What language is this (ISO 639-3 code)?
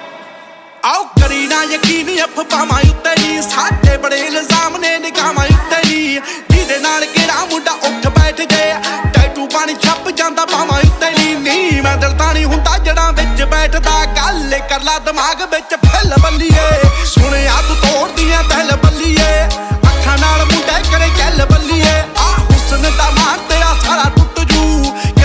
pan